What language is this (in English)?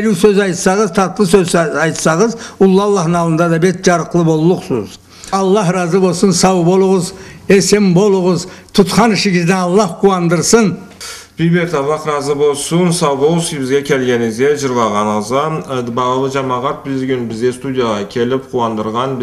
Karachay-Balkar